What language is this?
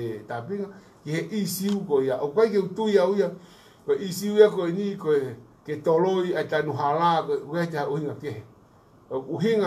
Tongan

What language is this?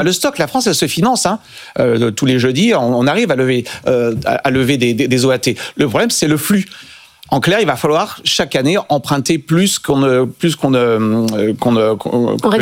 French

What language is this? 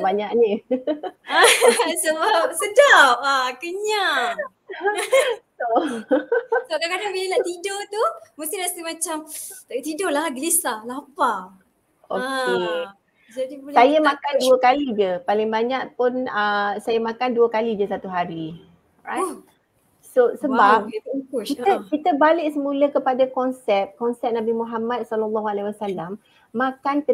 Malay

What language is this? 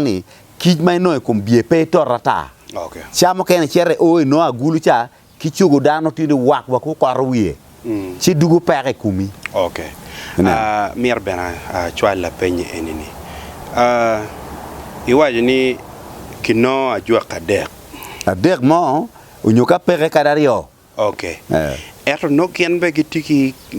Acoli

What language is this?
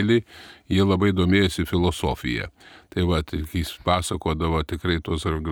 Lithuanian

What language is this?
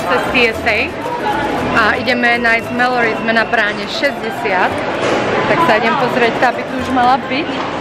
Slovak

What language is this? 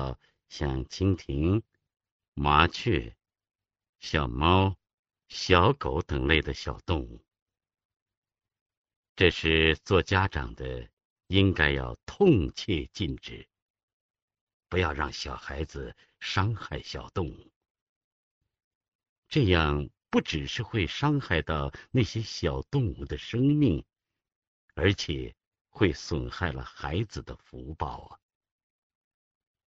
Chinese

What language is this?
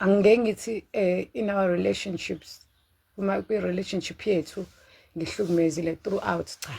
Zulu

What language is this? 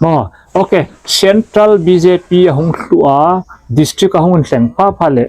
Hmar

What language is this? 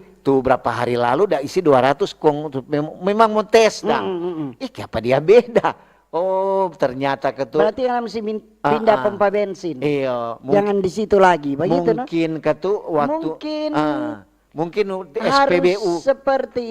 Manado Malay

